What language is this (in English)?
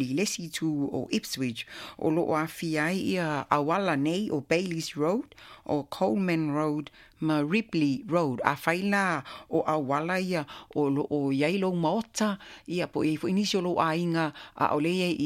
Samoan